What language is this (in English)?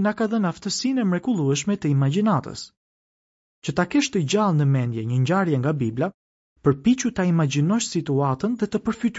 Albanian